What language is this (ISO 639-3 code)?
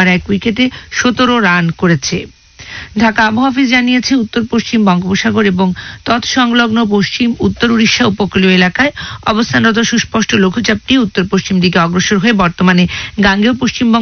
ben